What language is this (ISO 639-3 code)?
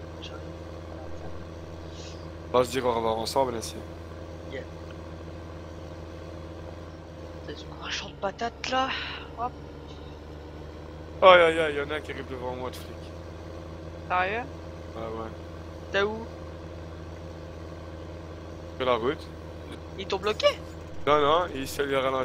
fra